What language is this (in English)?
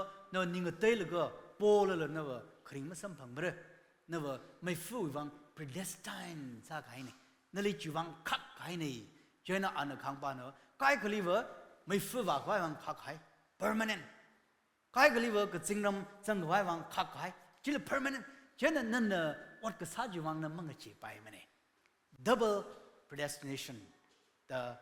Tangkhul Naga (India)